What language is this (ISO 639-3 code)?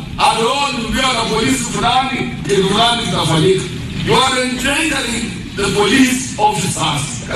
swa